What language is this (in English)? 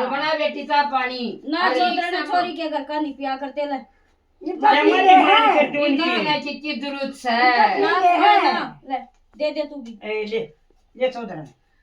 Haryanvi